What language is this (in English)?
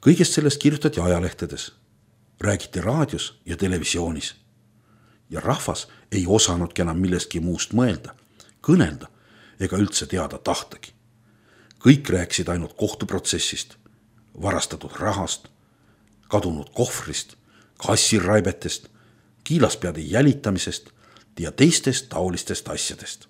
Estonian